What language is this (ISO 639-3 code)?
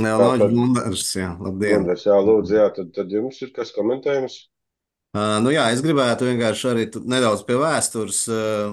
lav